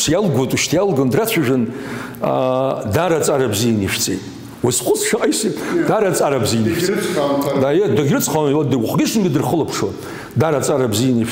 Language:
Abkhazian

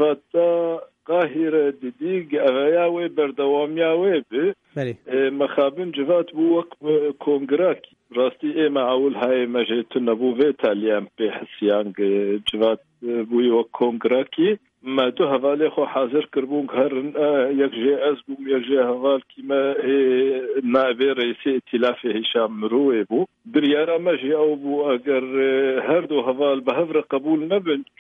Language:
Kurdish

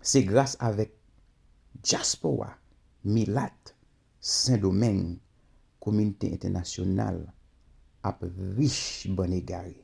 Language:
Haitian Creole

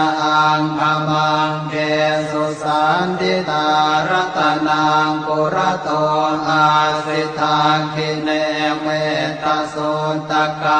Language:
Pali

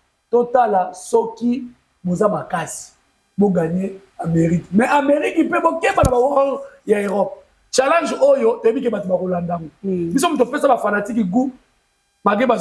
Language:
Lingala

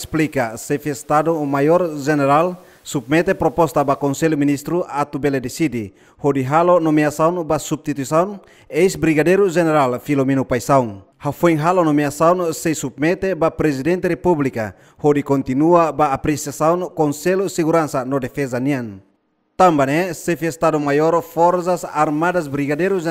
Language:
Tetum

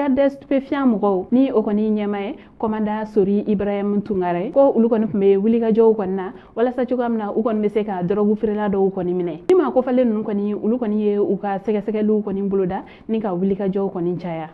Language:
Bambara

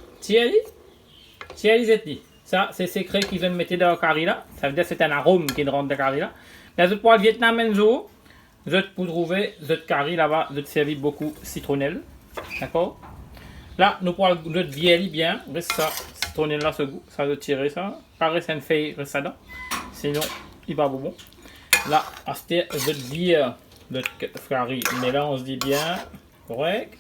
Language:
Morisyen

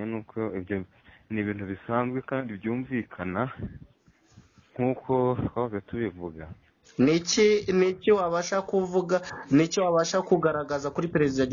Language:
Kinyarwanda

